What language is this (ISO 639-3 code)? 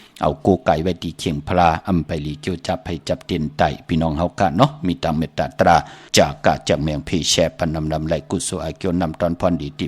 shn